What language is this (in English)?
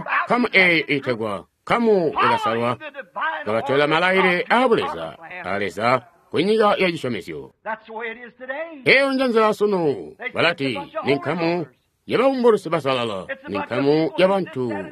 Tonga (Zambia)